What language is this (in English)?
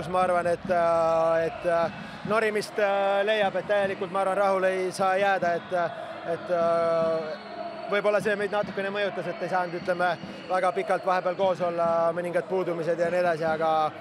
Estonian